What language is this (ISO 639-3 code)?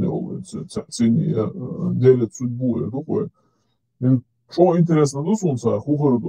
che